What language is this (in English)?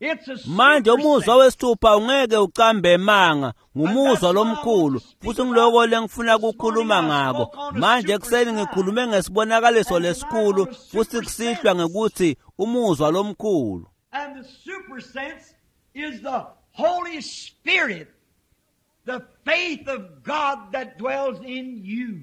Swati